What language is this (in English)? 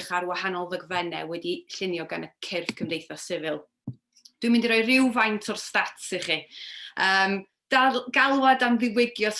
Welsh